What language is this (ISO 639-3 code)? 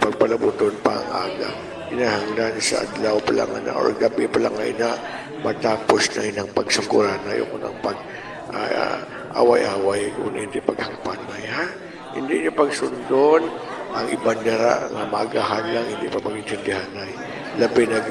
hil